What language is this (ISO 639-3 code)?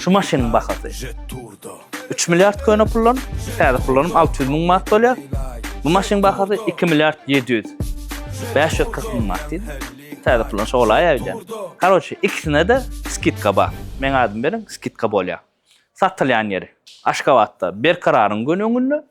tuk